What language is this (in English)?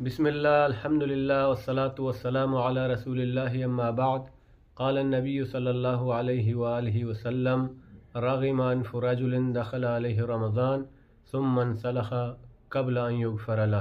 Baluchi